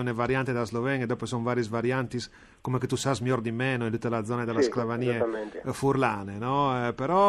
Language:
Friulian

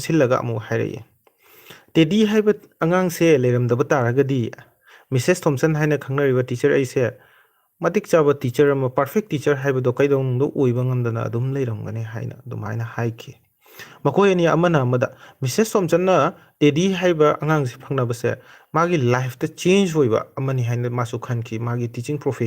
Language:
Manipuri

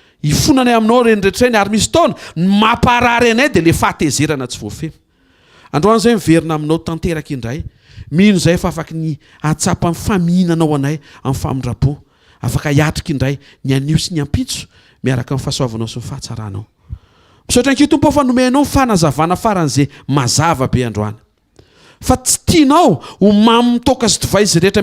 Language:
Malagasy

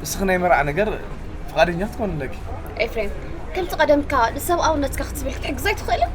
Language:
Tigrinya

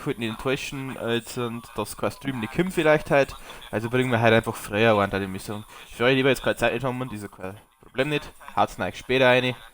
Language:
Bavarian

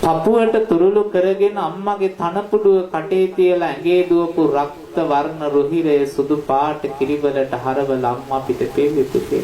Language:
Sinhala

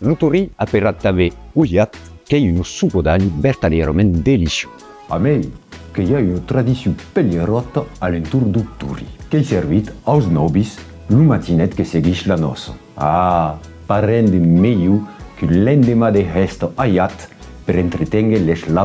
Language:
Occitan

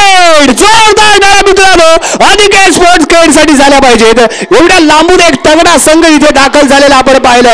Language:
Marathi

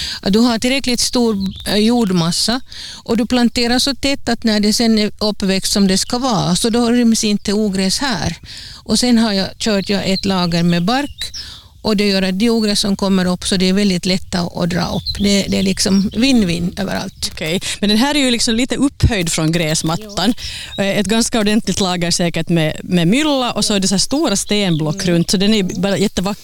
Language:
Swedish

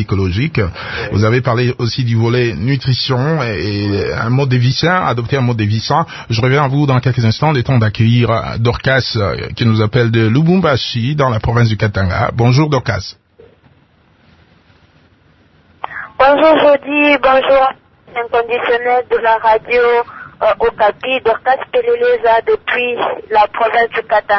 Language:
French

